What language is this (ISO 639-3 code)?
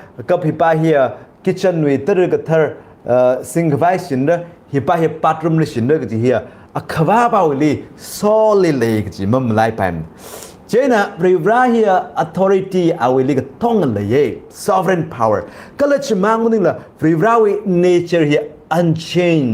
nmf